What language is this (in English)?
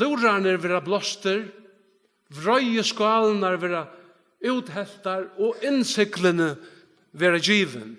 Faroese